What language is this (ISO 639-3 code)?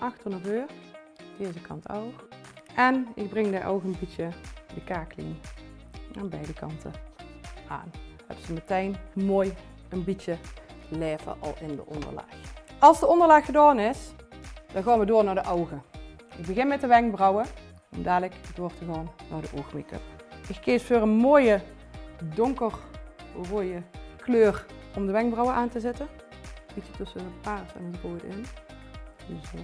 lim